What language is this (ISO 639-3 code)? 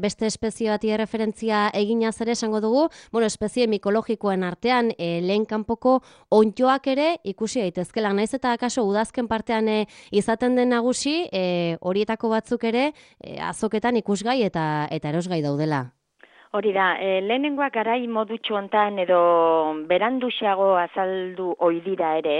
eus